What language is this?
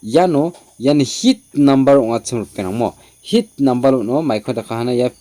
Garo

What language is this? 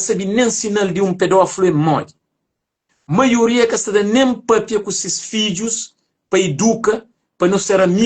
Kabuverdianu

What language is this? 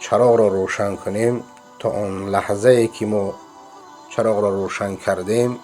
Persian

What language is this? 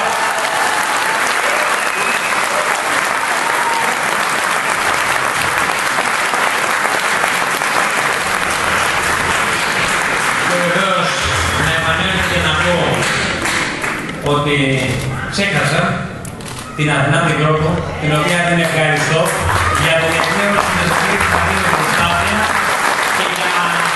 Greek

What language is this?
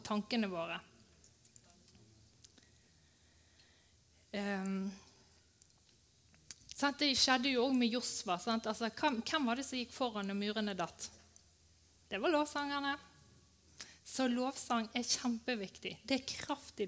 Norwegian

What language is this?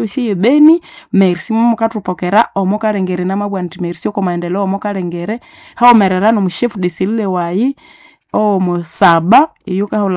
Nande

